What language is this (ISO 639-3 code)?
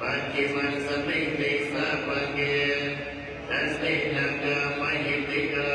pli